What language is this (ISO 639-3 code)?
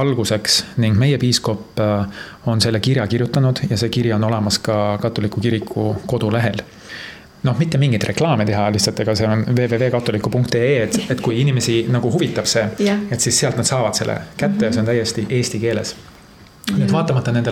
est